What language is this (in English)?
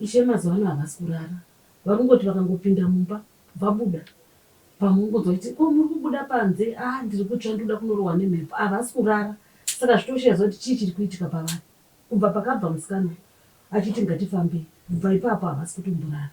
Shona